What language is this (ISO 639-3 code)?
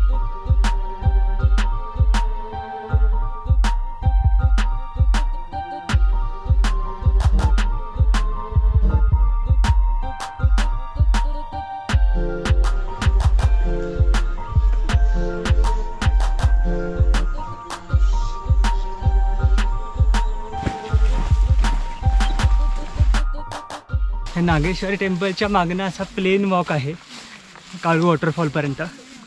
mar